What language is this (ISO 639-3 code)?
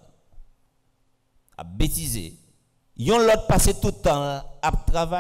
fra